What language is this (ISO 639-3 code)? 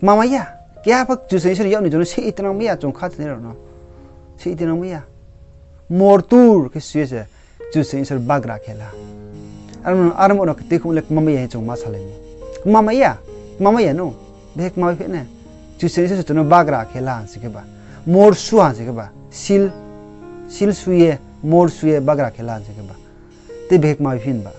ria